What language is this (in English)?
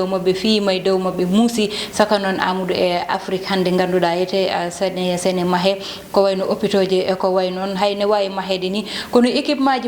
Fula